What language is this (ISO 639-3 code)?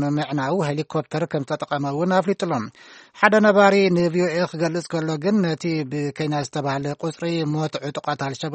tir